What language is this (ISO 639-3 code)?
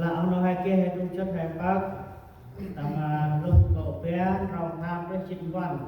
cmo